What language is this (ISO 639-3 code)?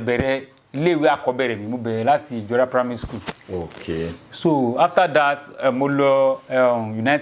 yor